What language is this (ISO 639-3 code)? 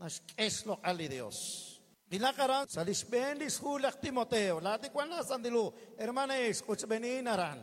kek